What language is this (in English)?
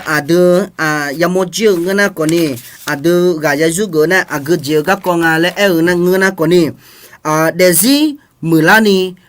Akha